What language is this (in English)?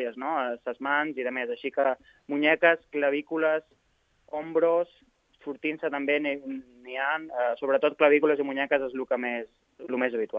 Catalan